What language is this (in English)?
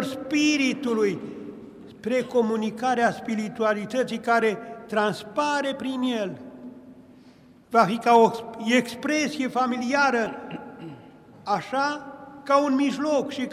Romanian